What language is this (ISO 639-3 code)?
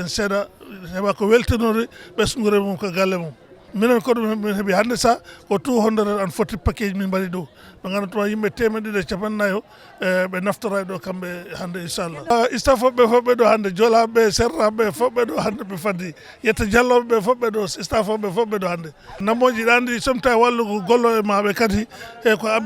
ful